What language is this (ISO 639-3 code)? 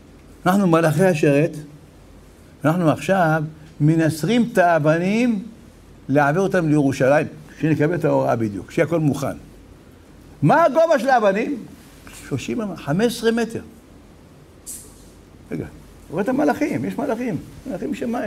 heb